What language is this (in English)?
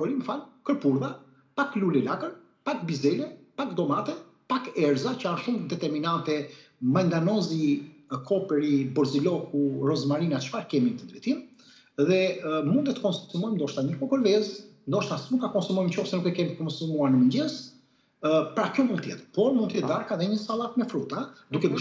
Albanian